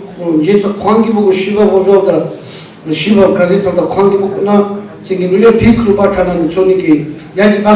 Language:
Avaric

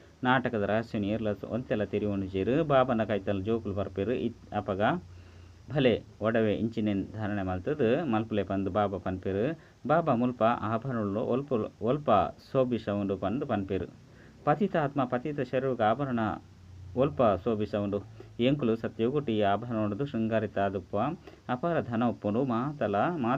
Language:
Tulu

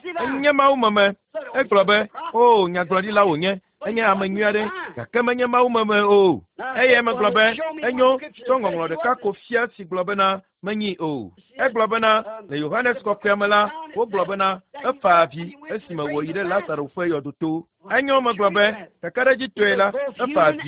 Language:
Ewe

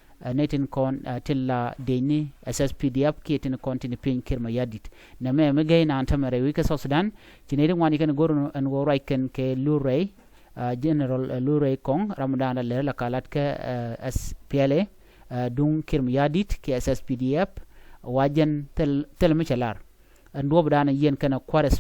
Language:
Nuer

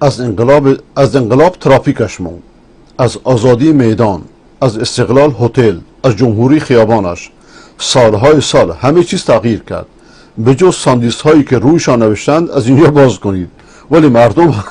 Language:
Persian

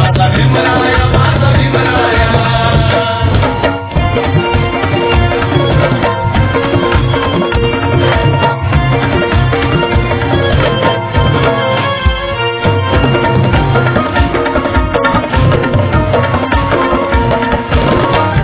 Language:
Marathi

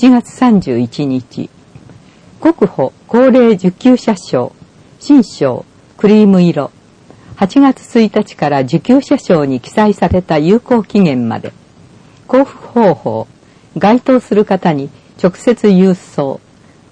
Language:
Japanese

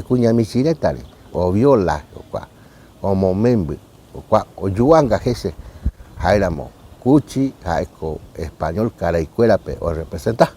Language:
Guarani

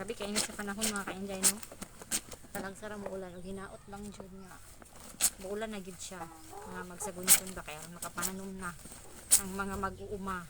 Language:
Cebuano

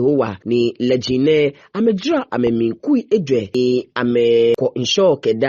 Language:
Ga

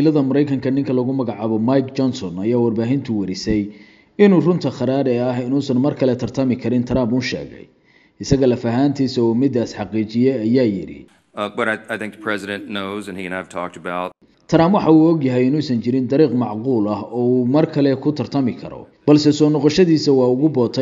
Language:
Somali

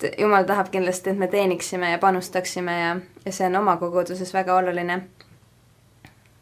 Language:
Estonian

